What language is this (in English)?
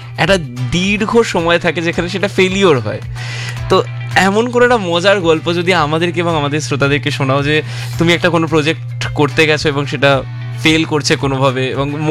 Bangla